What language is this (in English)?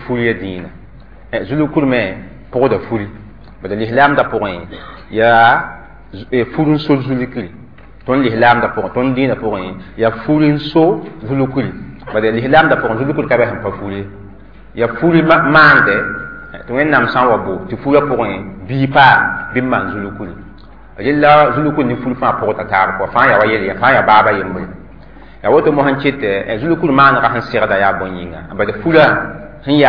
Mossi